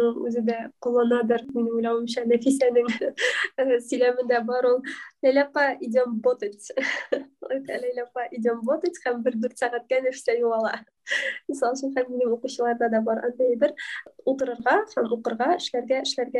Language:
Tatar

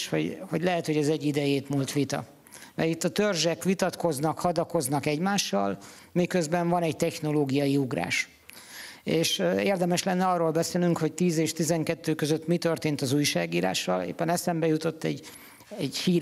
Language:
Hungarian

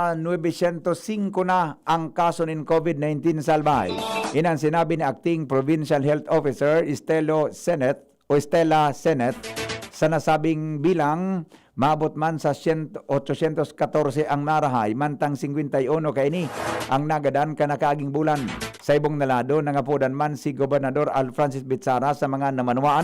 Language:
Bikol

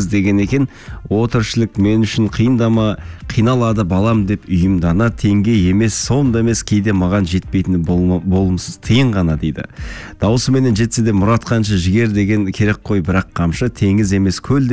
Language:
Kazakh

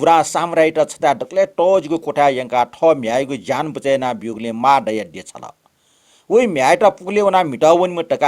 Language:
Newari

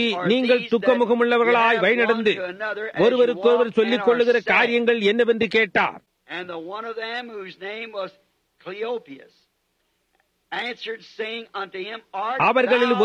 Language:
Tamil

